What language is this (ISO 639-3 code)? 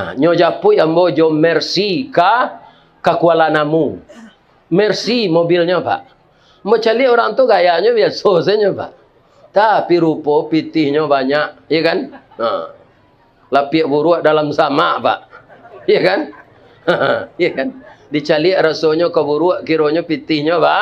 min